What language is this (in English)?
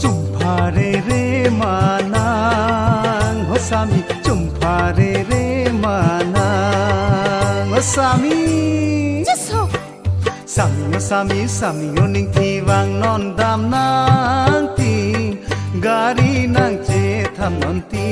Karbi